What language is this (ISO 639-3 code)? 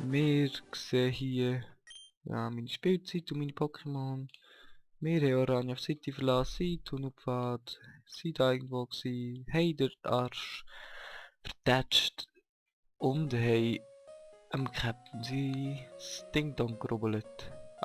gsw